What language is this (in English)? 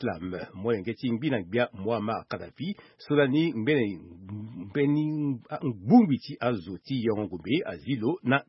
Sango